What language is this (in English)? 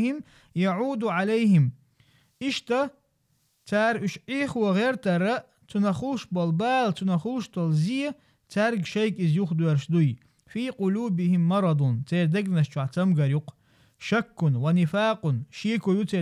Chechen